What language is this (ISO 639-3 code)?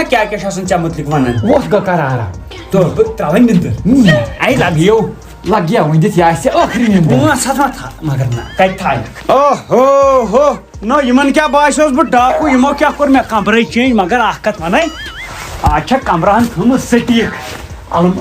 kas